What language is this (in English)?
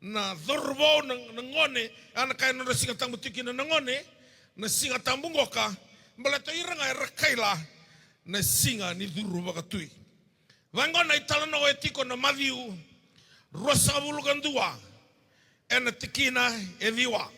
Fijian